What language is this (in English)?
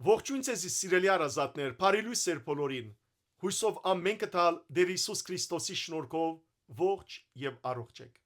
Western Armenian